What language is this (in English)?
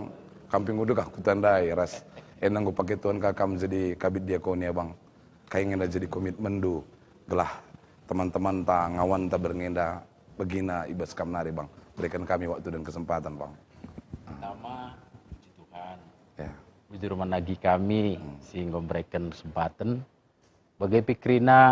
Batak Karo